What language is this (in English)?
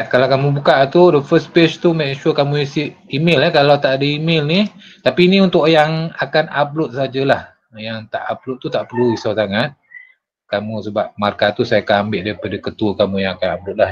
Malay